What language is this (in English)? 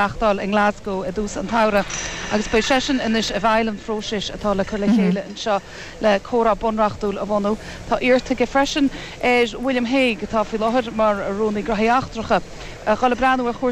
Irish